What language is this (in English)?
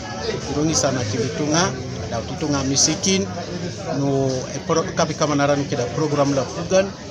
Teso